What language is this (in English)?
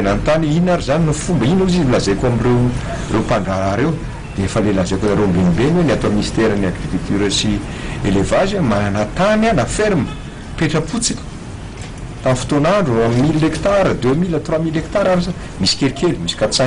Malagasy